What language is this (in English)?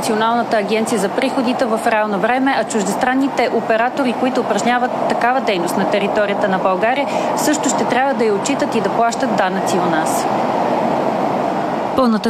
Bulgarian